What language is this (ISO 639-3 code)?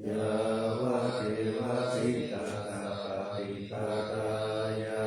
pli